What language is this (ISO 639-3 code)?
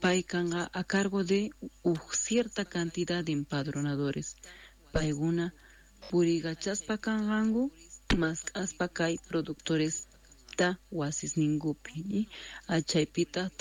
que